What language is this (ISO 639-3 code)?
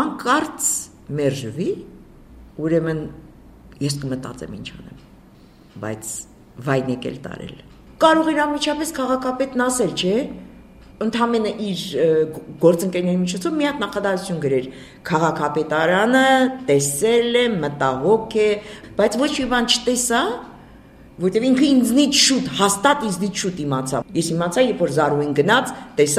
hye